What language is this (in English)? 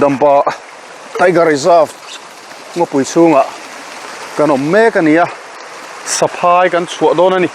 Mizo